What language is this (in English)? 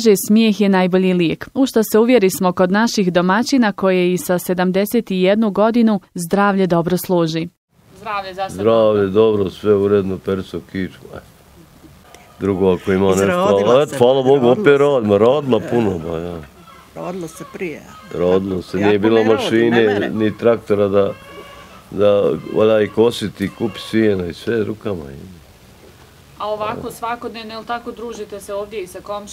Bosnian